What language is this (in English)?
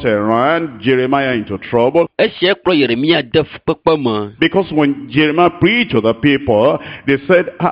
Ewe